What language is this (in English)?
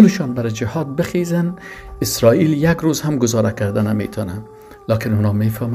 Persian